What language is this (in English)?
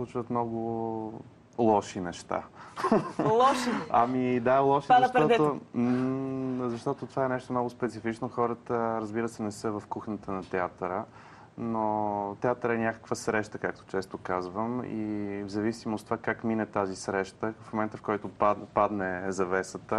Bulgarian